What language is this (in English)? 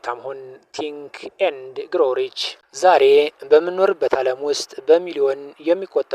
Amharic